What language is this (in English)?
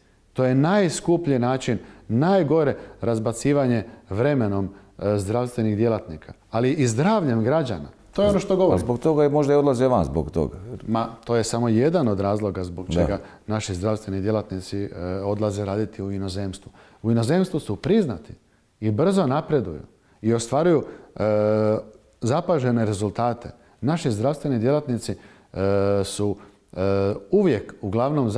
Croatian